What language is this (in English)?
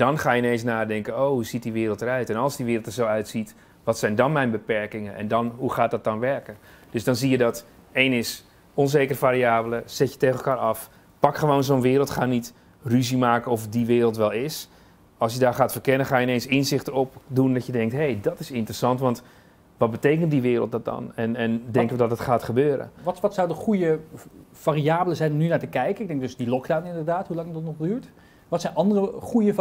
Dutch